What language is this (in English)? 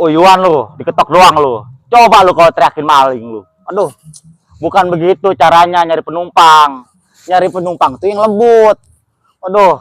Betawi